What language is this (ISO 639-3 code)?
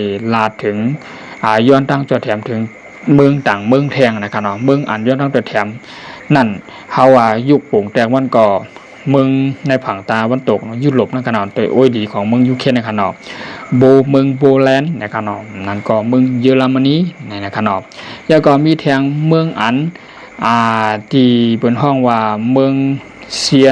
shn